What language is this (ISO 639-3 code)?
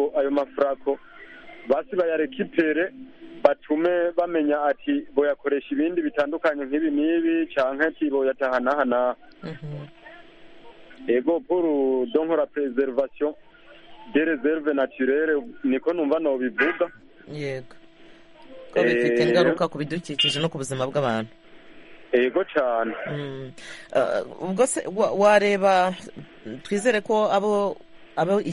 kin